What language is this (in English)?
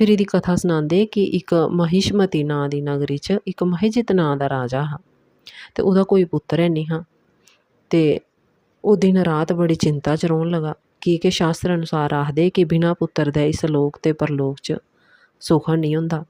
Dogri